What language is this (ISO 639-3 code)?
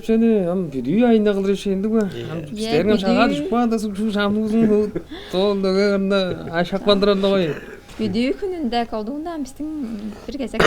tyv